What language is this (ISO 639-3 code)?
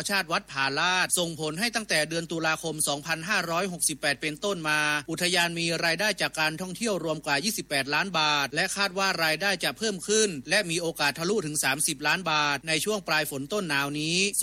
tha